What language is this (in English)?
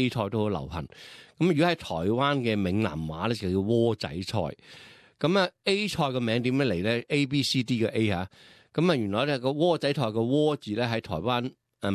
Cantonese